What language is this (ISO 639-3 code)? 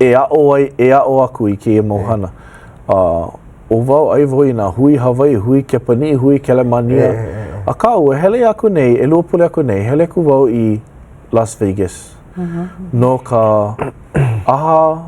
haw